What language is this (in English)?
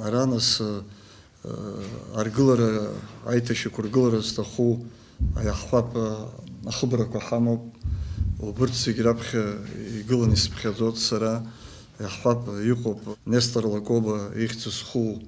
Abkhazian